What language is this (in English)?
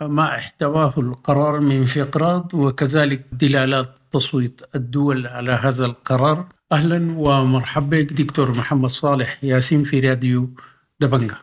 Sudanese Arabic